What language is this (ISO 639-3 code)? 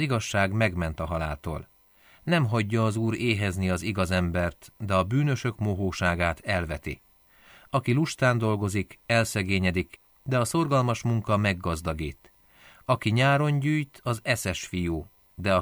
hun